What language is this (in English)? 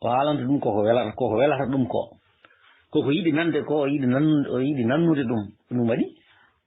Fula